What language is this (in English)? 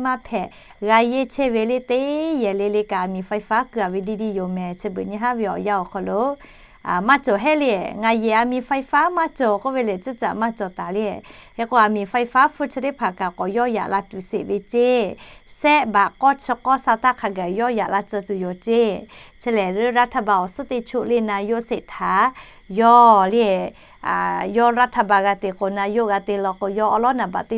Lahu